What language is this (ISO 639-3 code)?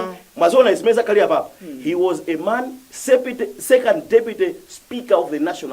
nya